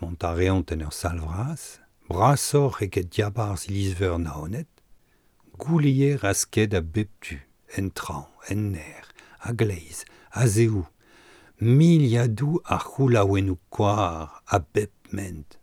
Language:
Breton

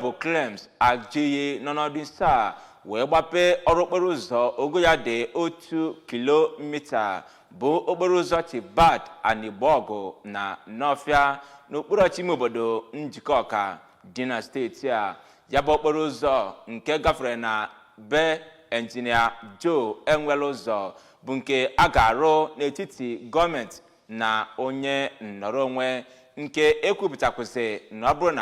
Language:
Igbo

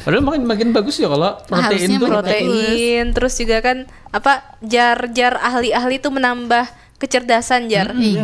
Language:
Banjar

